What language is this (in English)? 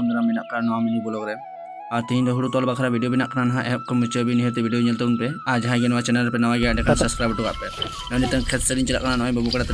Santali